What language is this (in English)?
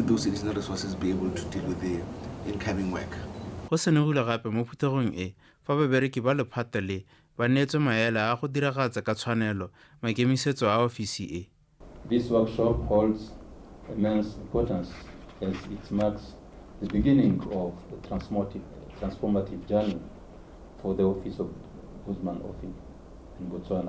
Tswana